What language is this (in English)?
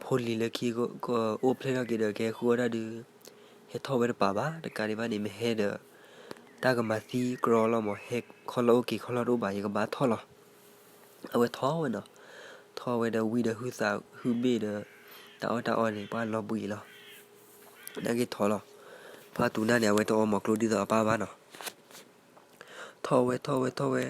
S'gaw Karen